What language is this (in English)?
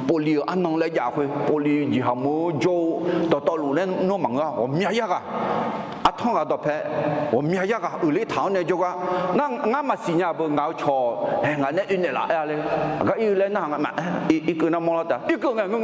Akha